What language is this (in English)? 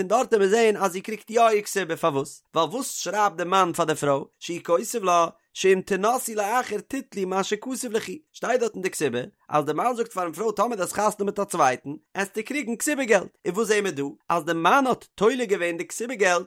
Yiddish